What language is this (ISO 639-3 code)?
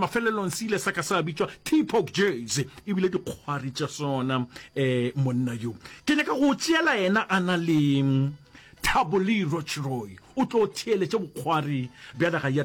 nso